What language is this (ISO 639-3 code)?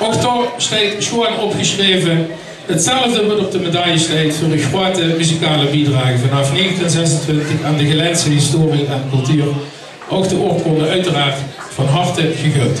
lim